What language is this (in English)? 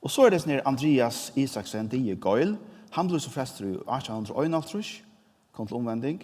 Faroese